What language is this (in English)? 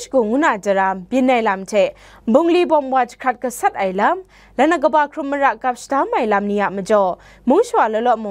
Kachin